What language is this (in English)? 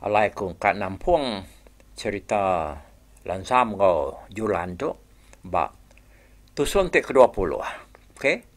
Iban